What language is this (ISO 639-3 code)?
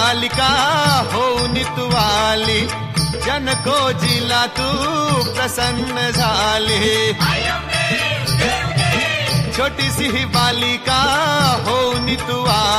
mar